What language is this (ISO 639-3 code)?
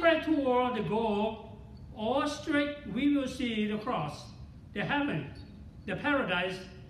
lhu